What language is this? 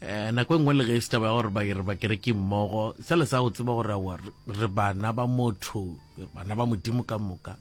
Northern Sotho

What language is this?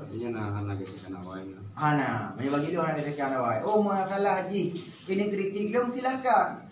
Achinese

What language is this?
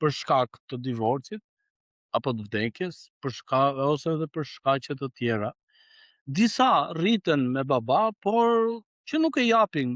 Albanian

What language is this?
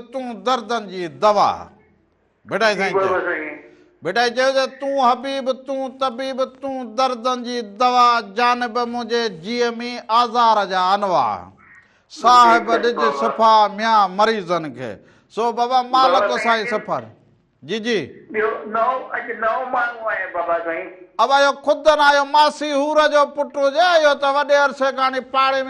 Sindhi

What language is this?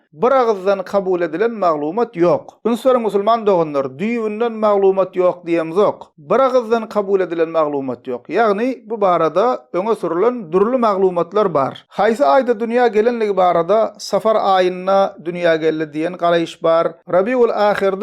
Turkmen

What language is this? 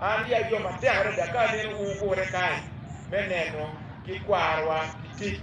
Acoli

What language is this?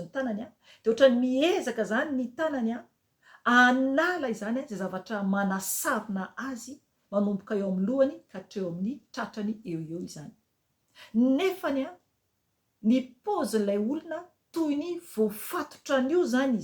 Malagasy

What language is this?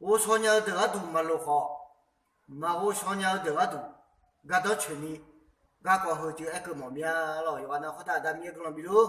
Akha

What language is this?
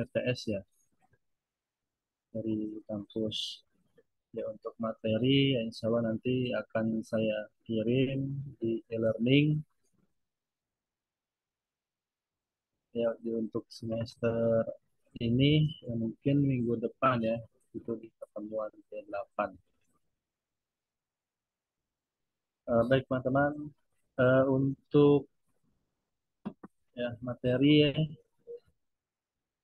Indonesian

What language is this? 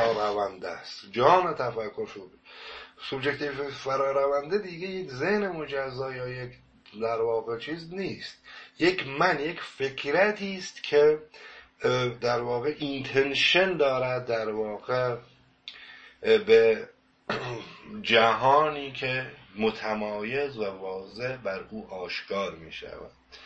Persian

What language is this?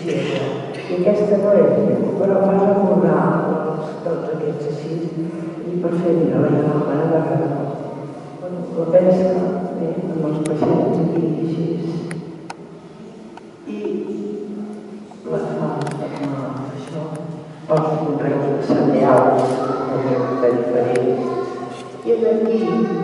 Catalan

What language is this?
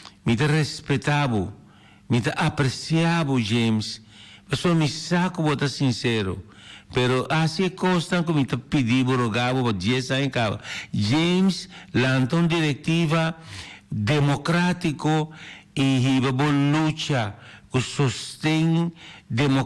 Papiamento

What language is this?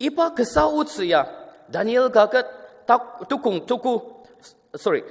Ao Naga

